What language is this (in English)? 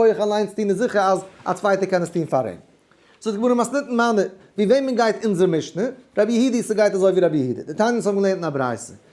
Yiddish